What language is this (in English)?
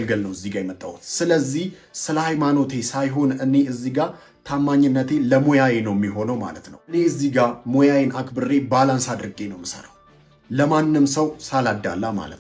Amharic